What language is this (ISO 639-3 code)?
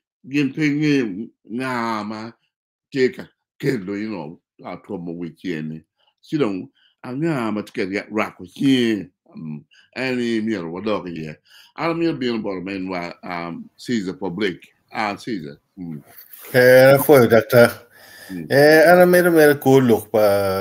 ach